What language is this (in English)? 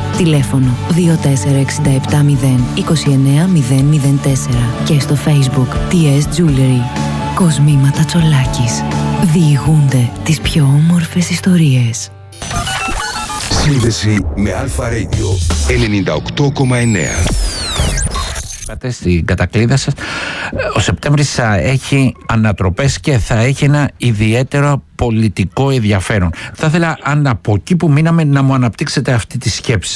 Greek